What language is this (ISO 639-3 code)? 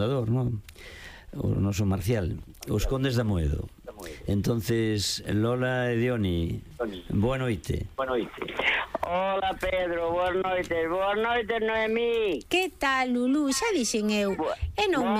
glg